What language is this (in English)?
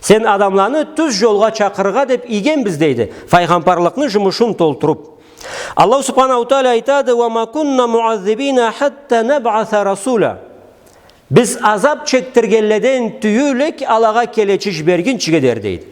Karachay-Balkar